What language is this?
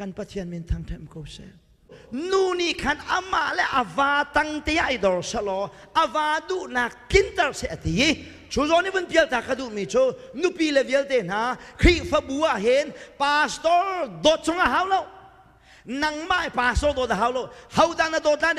Hakha Chin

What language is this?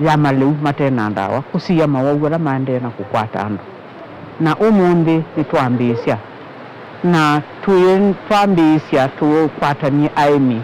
Kamba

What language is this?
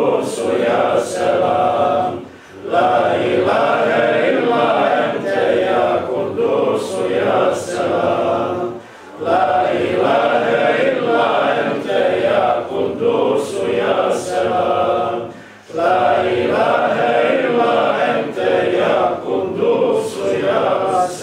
Bosnian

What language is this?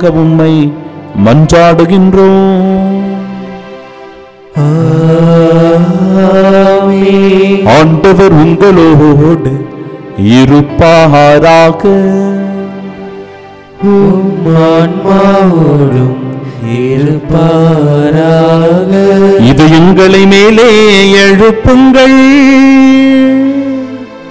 Tamil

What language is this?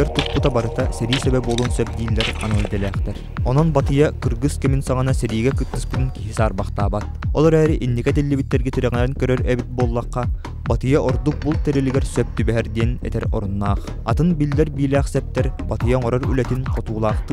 Yakut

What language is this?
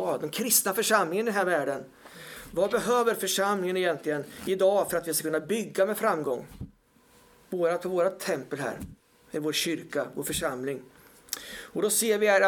Swedish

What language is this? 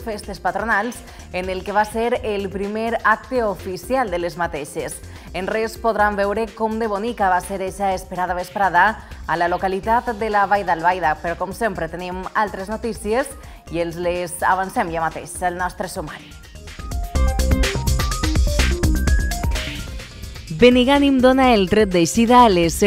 Catalan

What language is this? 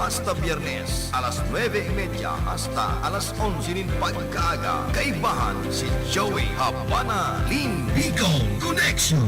Bikol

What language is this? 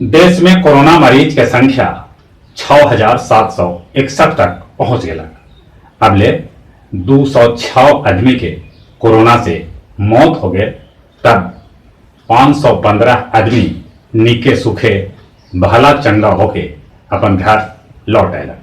Magahi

